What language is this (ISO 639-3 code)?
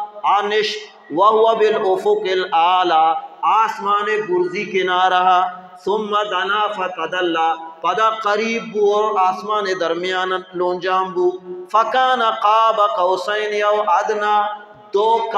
bal